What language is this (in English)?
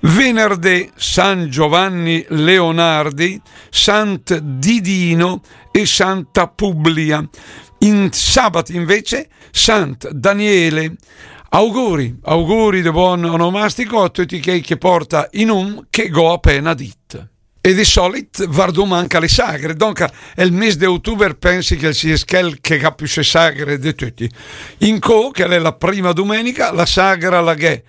Lombard